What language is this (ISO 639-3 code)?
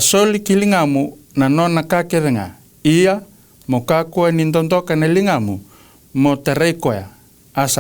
fij